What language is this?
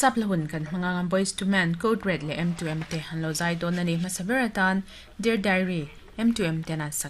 Mizo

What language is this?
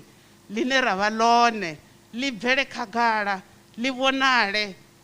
Venda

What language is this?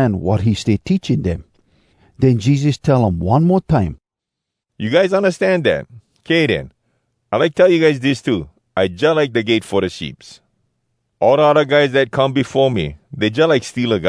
Hawai'i Creole English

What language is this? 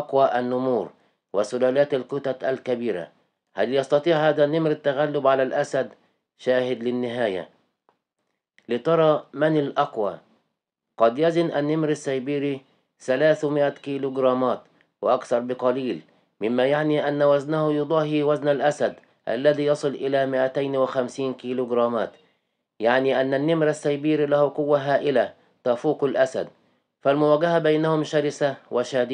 Arabic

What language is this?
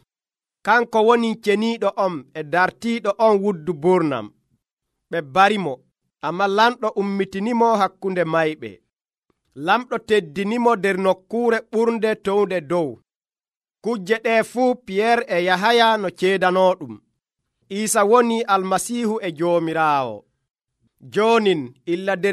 Nigerian Fulfulde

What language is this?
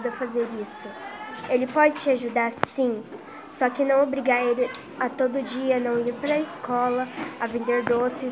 Portuguese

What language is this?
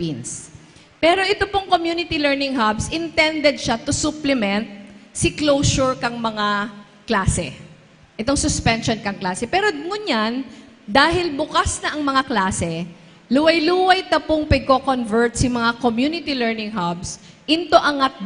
Bikol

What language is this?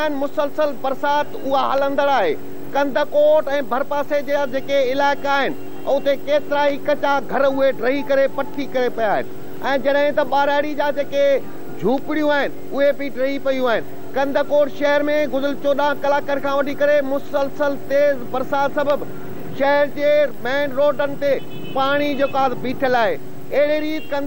Sindhi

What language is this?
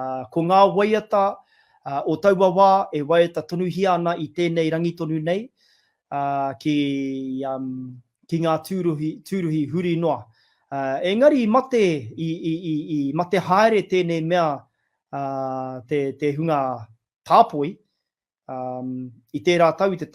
Māori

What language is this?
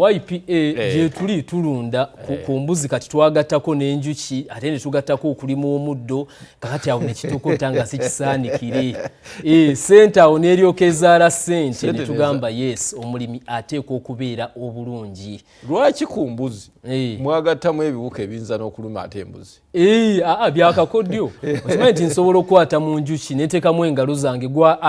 Ganda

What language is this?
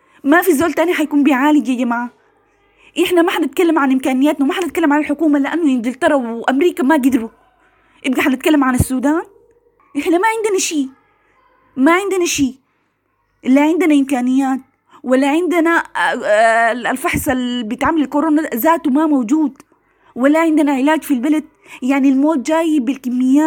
Sudanese Arabic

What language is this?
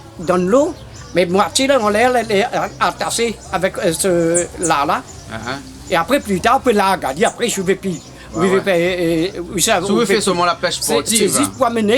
Réunion Creole French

